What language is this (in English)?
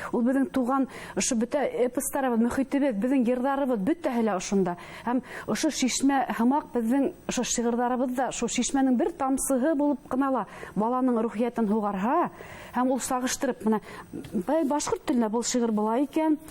Bashkir